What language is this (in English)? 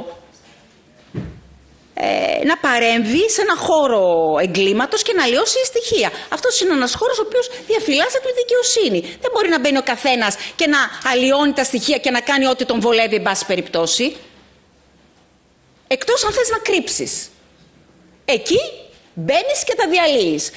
Greek